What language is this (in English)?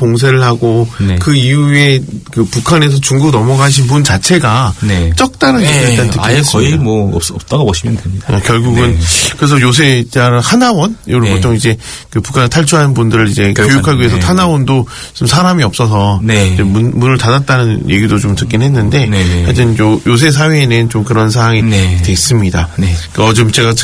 Korean